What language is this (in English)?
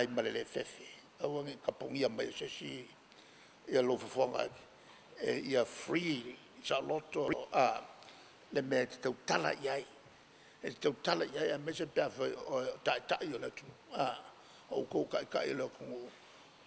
Samoan